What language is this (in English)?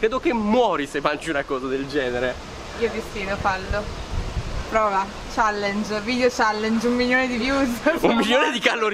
Italian